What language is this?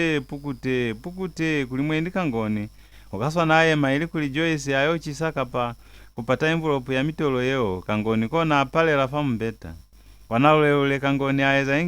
Lozi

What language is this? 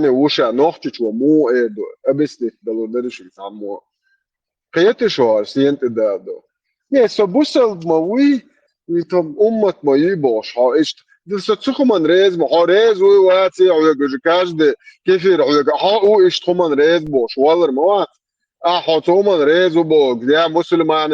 Chechen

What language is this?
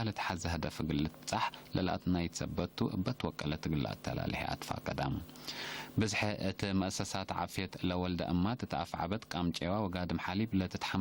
Tigre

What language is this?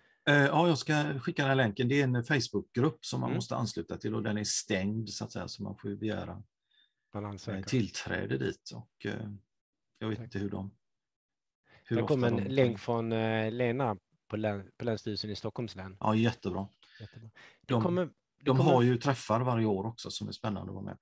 Swedish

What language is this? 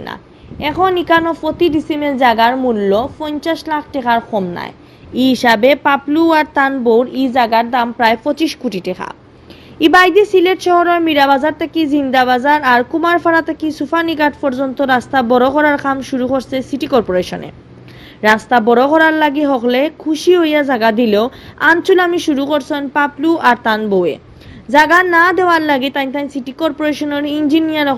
Sylheti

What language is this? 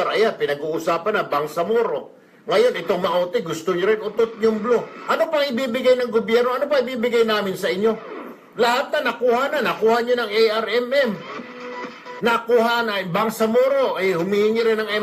Filipino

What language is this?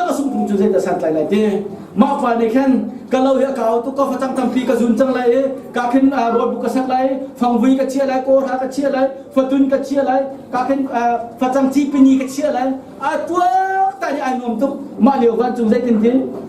Hakha Chin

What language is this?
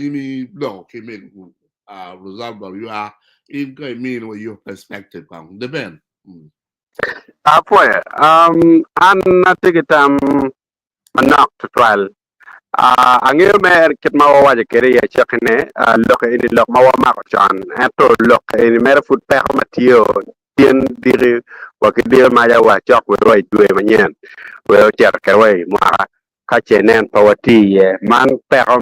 Acoli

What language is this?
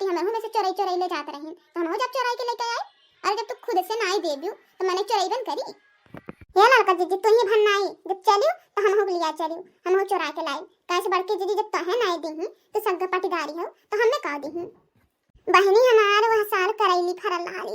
Bhojpuri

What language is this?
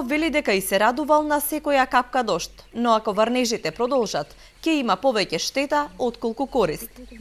Macedonian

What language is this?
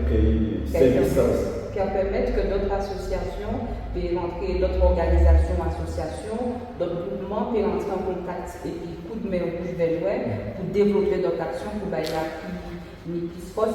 Guadeloupean Creole French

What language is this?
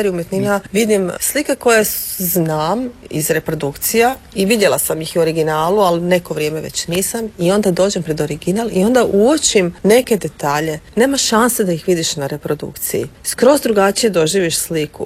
Croatian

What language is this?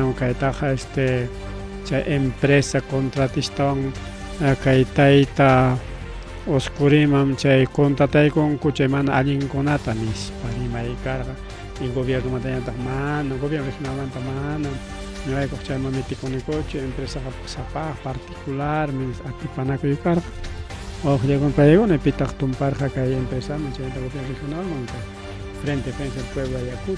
Ayacucho Quechua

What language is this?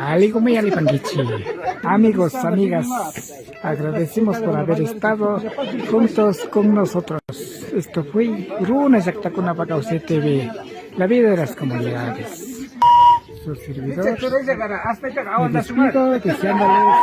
Imbabura Highland Quichua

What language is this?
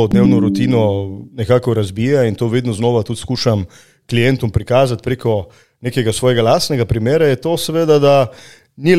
Slovenian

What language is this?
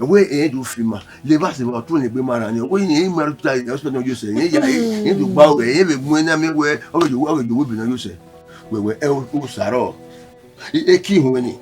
Bini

